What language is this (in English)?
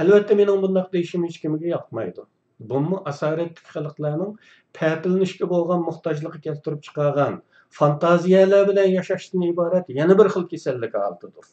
Uyghur